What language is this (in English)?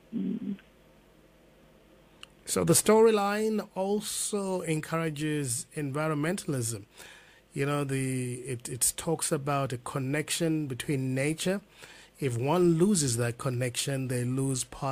English